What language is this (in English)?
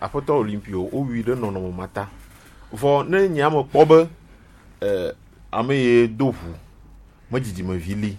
Gen